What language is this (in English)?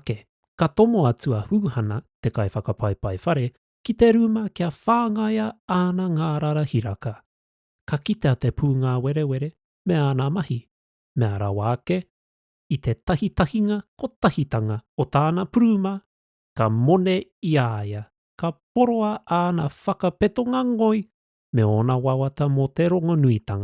Māori